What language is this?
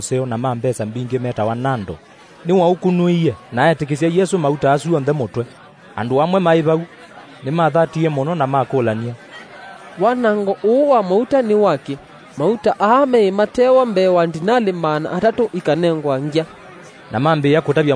Kamba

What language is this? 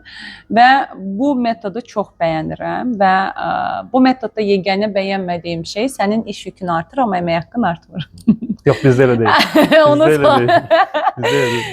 Azerbaijani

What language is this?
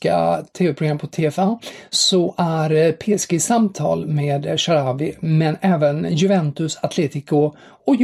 Swedish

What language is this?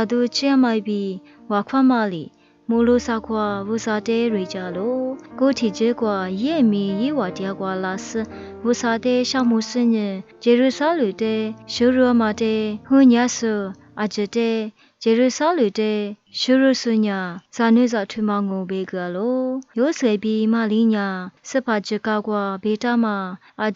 Lisu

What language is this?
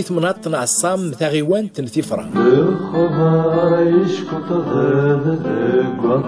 Kabyle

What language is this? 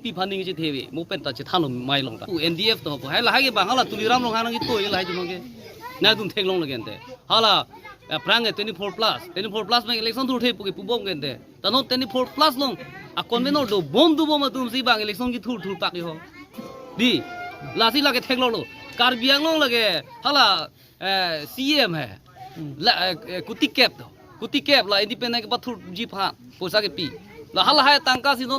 Karbi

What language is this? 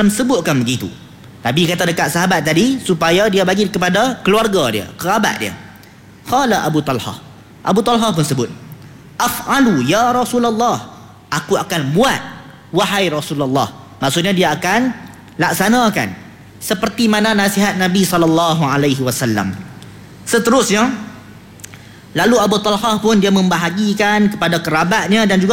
Malay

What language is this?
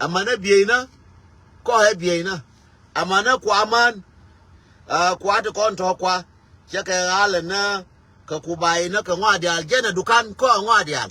Nuer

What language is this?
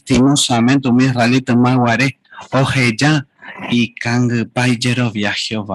Guarani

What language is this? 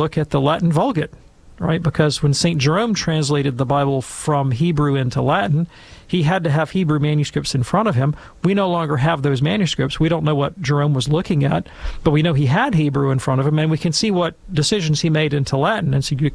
English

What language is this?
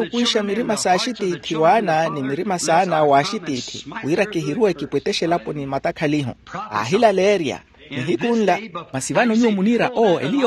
Makhuwa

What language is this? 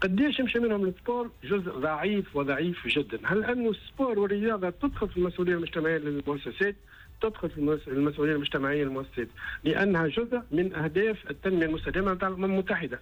Tunisian Arabic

